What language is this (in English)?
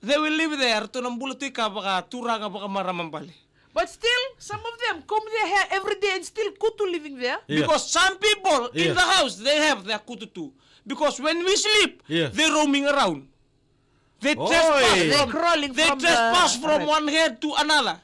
Fijian